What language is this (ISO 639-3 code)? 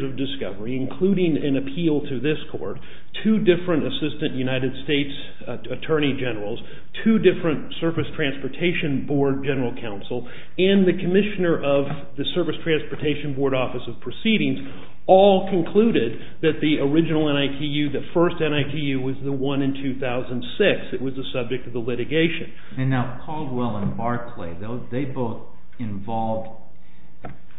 eng